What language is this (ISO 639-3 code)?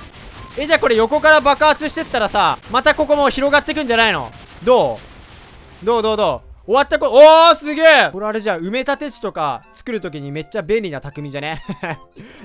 jpn